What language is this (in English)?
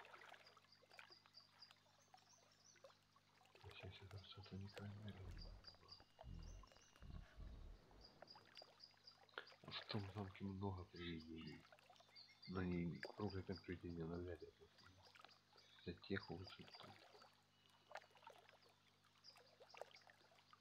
Russian